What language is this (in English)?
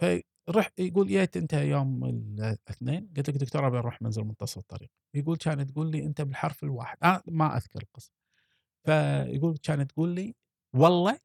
Gulf Arabic